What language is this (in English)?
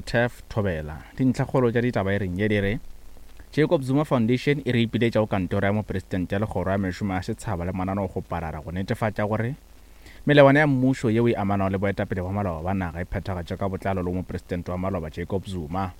Northern Sotho